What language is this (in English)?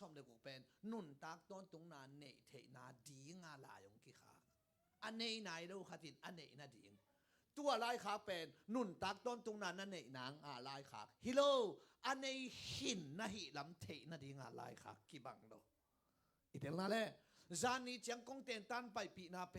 Tedim Chin